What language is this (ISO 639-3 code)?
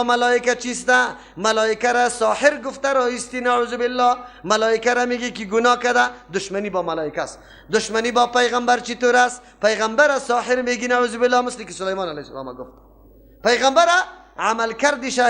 fas